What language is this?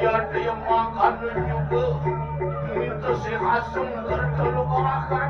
Balinese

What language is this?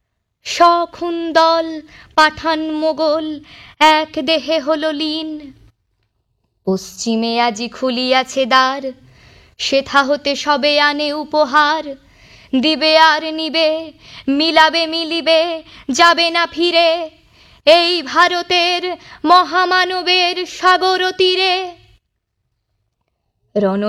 Bangla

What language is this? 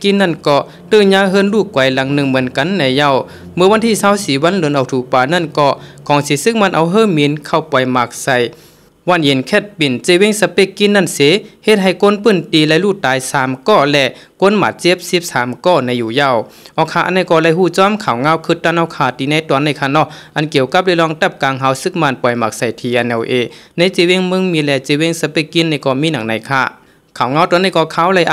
Shan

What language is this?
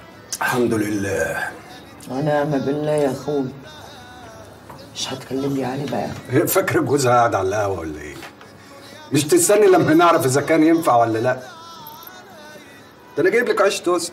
Egyptian Arabic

